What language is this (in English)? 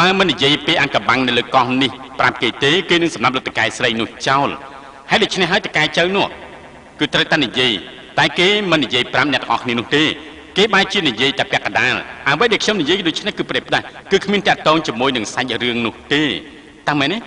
Khmer